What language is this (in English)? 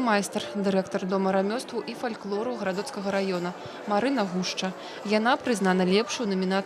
Belarusian